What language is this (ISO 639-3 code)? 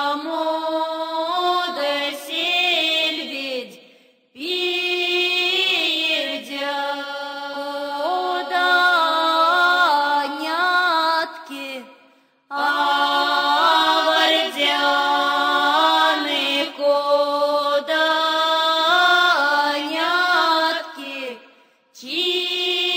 myv